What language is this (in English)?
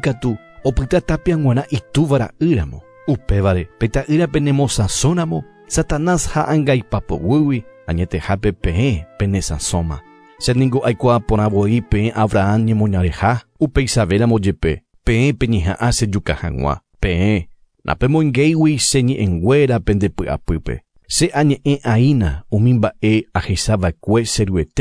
Guarani